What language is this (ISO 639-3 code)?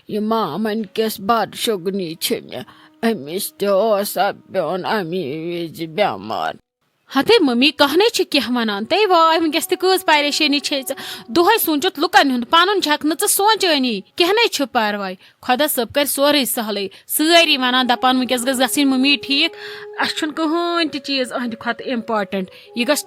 kas